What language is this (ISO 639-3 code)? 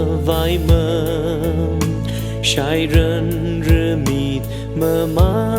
nmf